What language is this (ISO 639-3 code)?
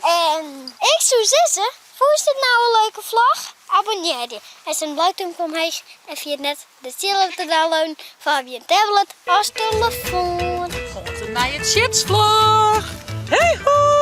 fry